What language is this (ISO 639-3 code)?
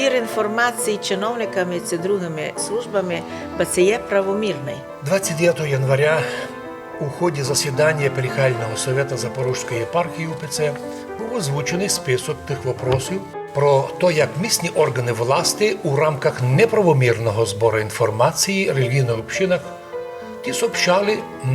rue